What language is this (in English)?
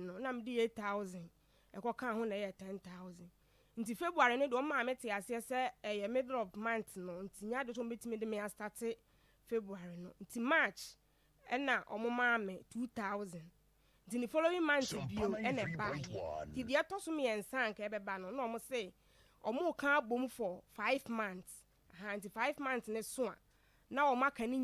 Akan